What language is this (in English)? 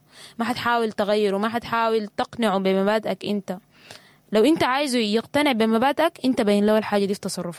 Sudanese Arabic